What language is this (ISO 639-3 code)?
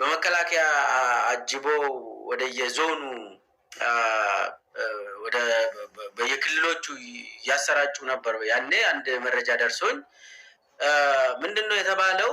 amh